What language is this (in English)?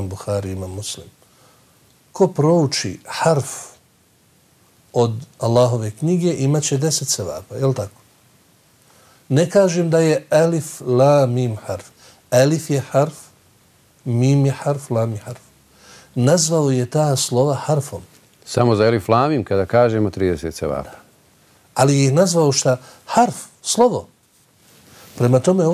Bosnian